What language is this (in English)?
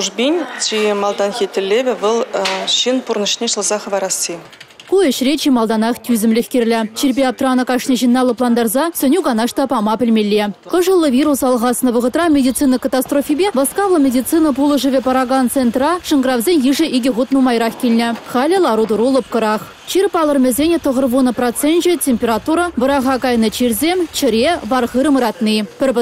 Chuvash